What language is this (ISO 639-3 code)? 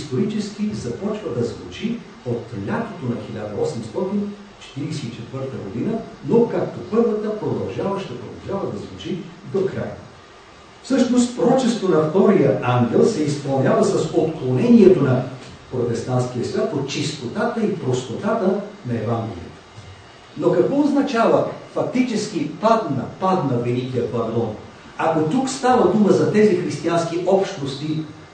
bul